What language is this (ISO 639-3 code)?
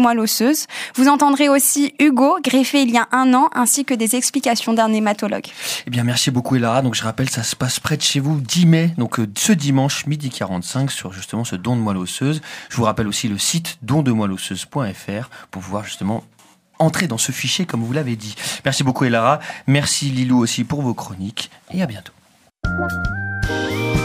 fra